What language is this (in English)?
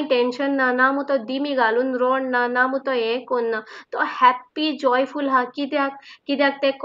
Konkani